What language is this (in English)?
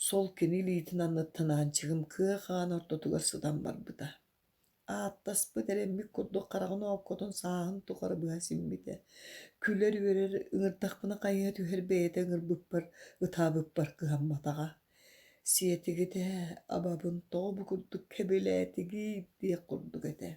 Yakut